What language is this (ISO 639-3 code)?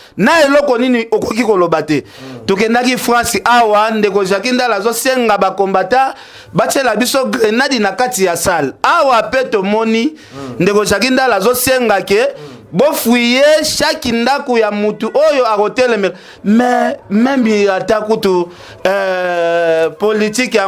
lin